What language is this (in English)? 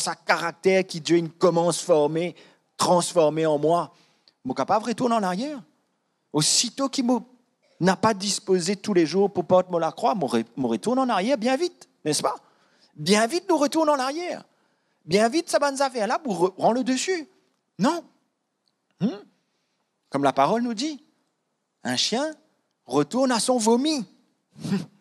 Morisyen